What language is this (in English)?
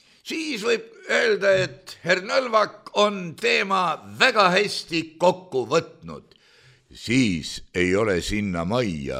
Estonian